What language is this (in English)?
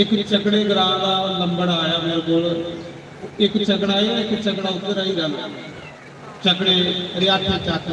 Dogri